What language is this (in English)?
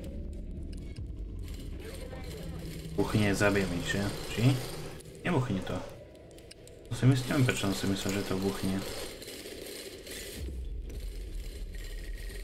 Slovak